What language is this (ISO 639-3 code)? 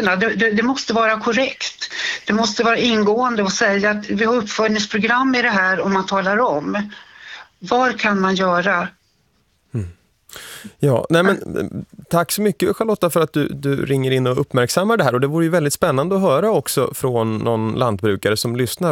swe